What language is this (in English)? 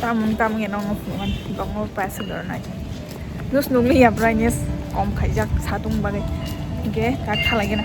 Kok Borok